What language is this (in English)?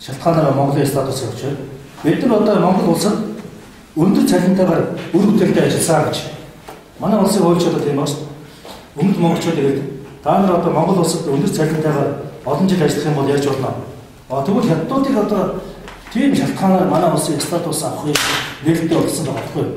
Mongolian